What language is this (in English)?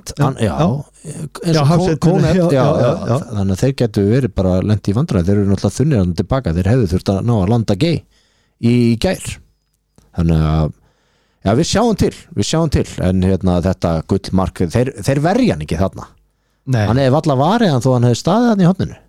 Icelandic